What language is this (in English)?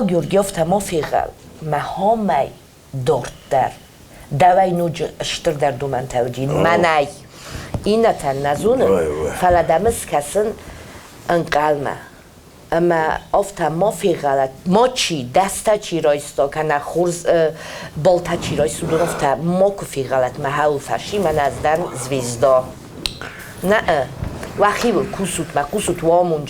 Ossetic